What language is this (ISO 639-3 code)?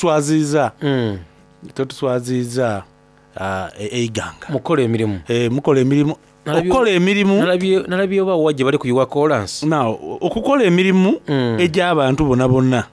xog